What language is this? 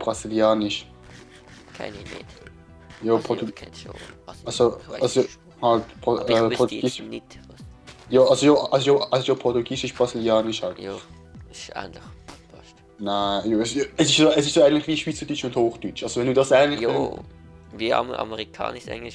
Swiss German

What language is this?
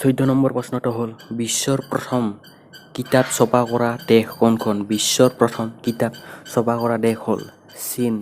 Assamese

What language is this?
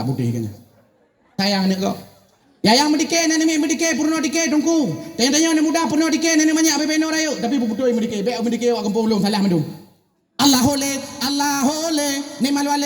Achinese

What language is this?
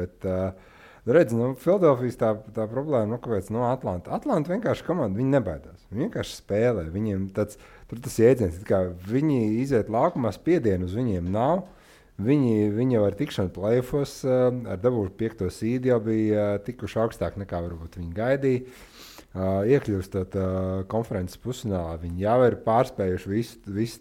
Latvian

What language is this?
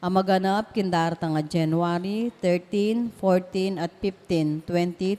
Pampanga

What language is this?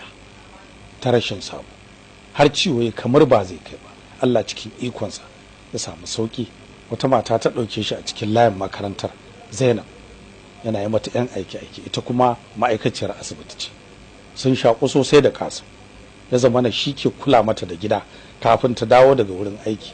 Hausa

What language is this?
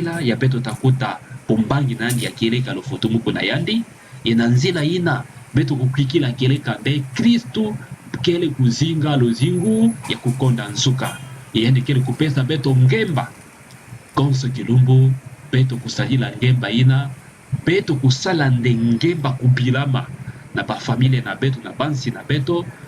Kituba (Democratic Republic of Congo)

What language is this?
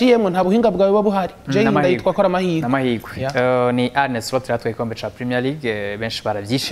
Rundi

